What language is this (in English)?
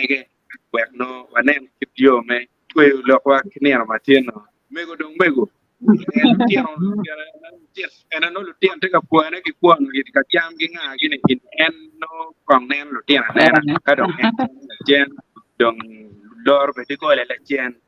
Acoli